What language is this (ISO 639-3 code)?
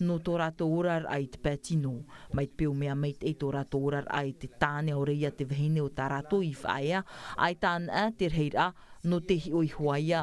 tah